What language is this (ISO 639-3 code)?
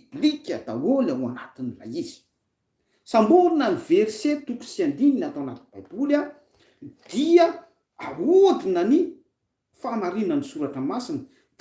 mlg